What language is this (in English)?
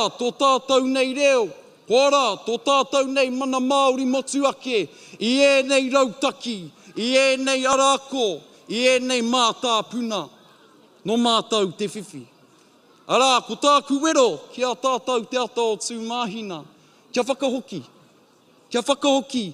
Māori